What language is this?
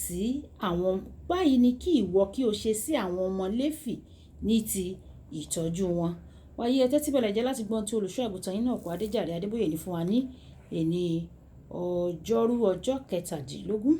Yoruba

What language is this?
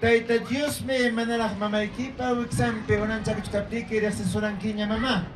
Ayacucho Quechua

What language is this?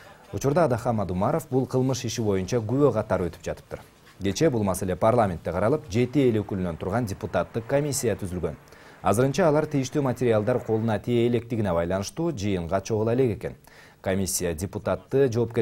Kyrgyz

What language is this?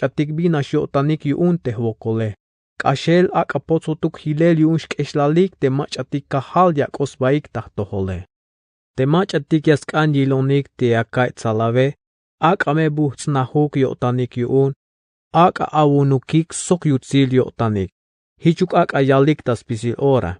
Tzeltal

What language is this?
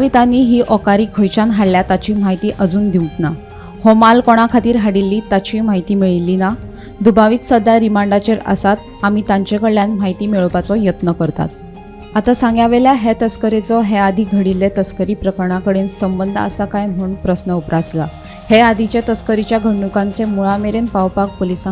Konkani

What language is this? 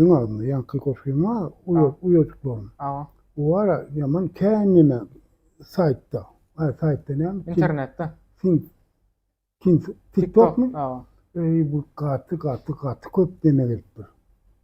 Turkmen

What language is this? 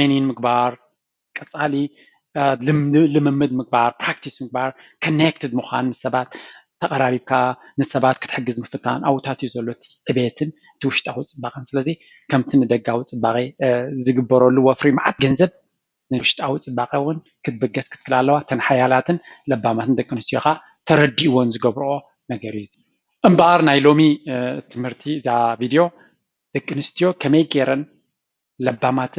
Tigrinya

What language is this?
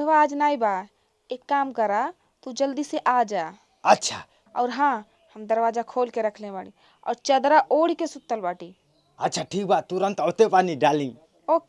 Bhojpuri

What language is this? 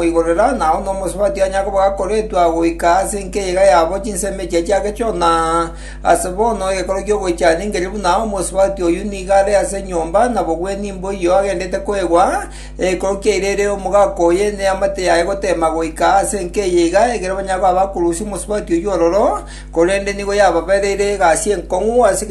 Gusii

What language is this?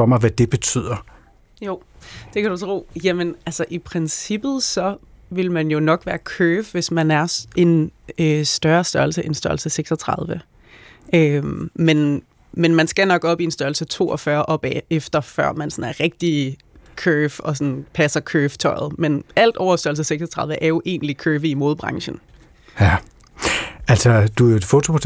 Danish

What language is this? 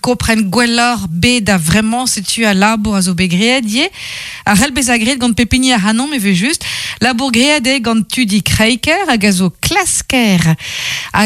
Breton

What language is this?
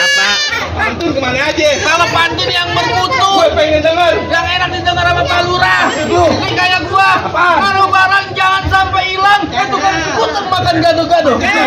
Betawi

